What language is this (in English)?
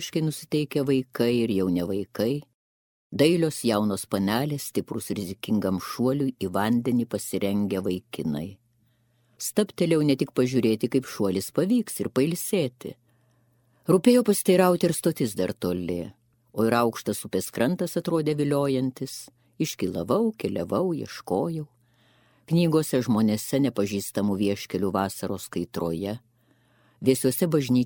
Lithuanian